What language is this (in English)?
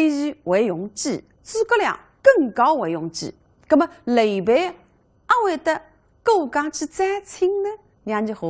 Wu Chinese